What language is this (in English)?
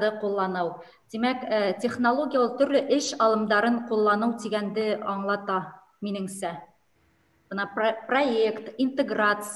Bashkir